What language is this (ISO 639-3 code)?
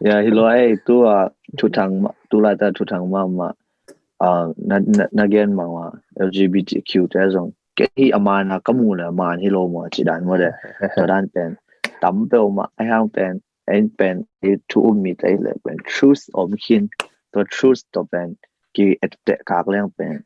ctd